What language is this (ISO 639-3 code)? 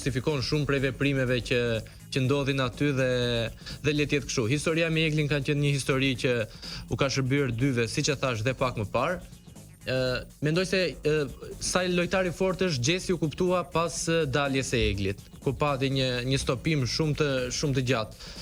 sqi